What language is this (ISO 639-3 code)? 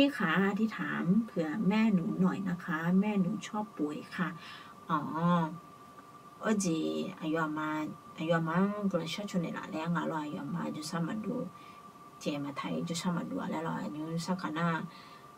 ahk